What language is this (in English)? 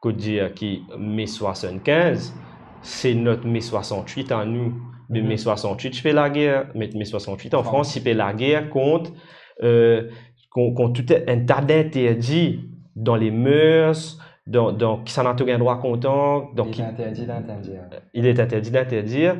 Morisyen